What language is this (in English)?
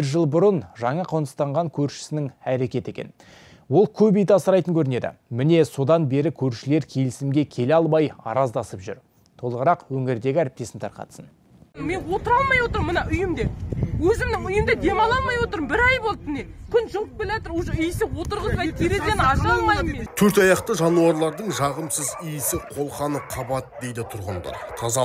Kazakh